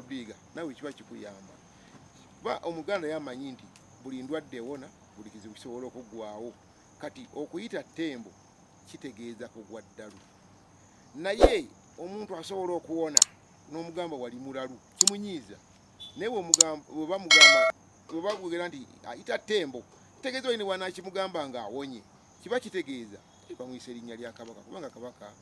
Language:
Ganda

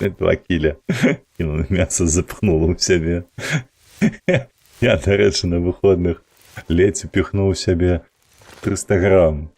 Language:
Belarusian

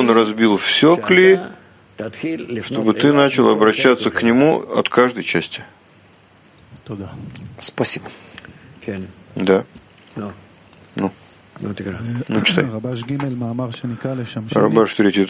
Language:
Russian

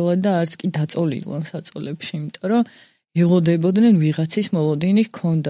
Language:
Georgian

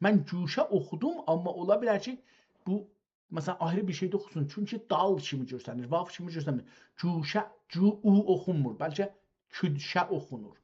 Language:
South Azerbaijani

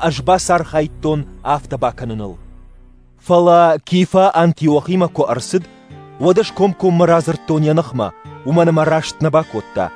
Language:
Ossetic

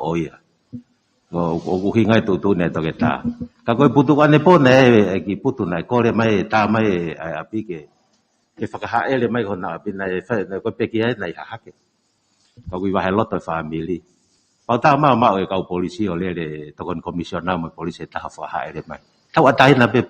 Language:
Tongan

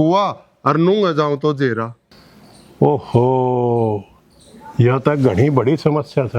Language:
Haryanvi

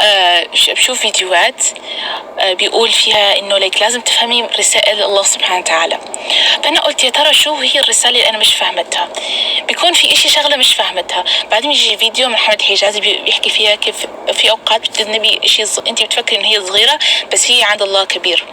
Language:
North Levantine Arabic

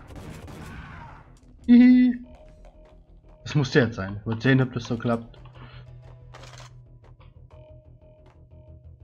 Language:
German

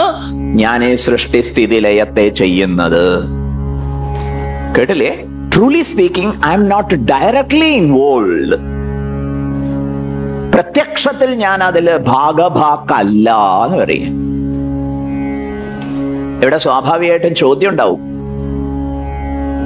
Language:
Malayalam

